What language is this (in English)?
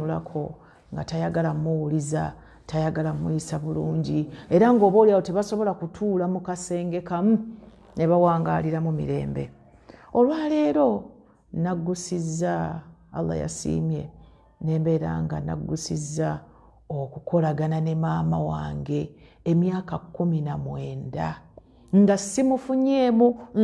Ganda